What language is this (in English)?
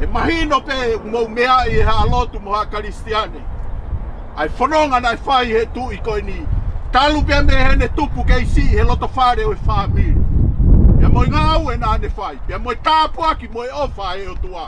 Tongan